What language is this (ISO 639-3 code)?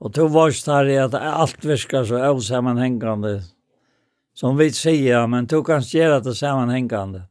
fao